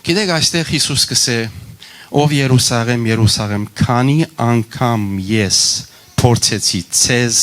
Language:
Western Armenian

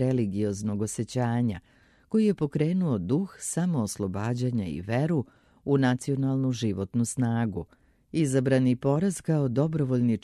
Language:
Serbian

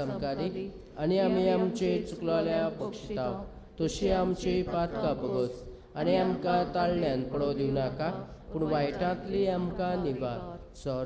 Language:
Konkani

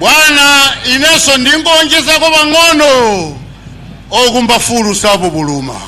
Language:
Nyanja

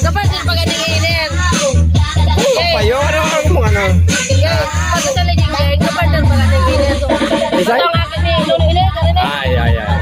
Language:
Bikol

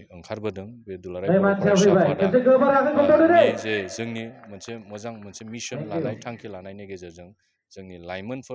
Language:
Bodo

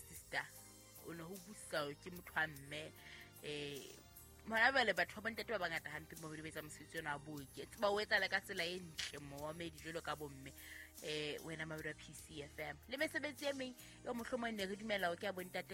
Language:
Southern Sotho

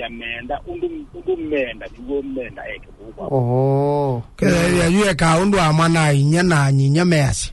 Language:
Kamba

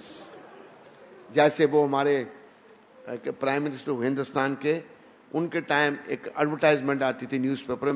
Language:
Hindi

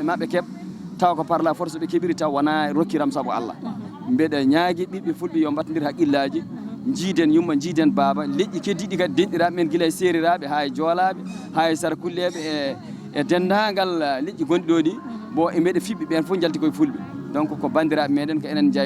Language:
Fula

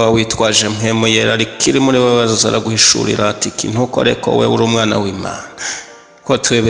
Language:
Rundi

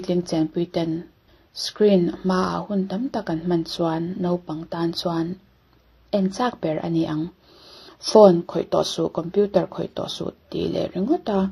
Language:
Mizo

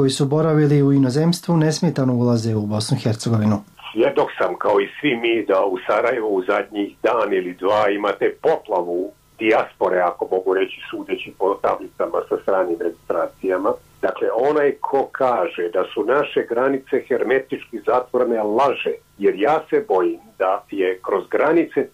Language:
Bosnian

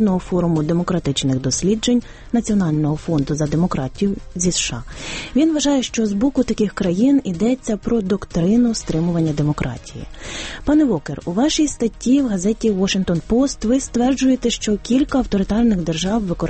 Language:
Ukrainian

